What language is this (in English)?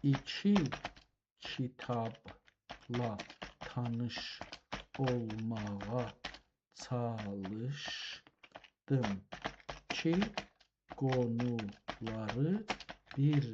South Azerbaijani